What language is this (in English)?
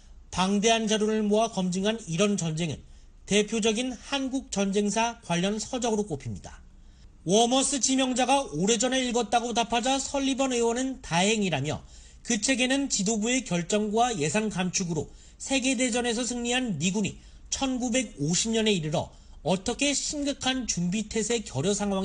Korean